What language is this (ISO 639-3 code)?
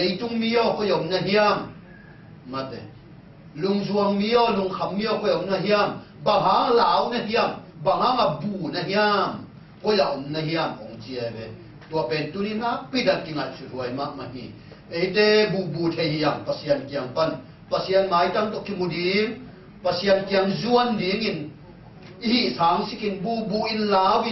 ctd